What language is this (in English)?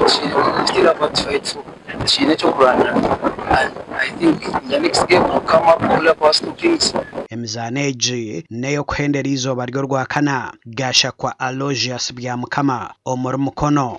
Nyankole